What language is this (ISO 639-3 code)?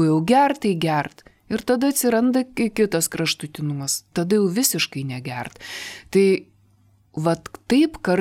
lit